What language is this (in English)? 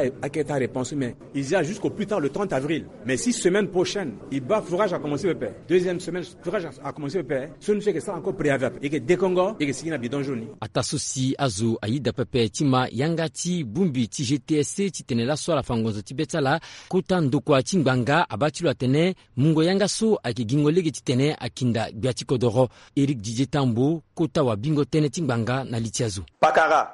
Sango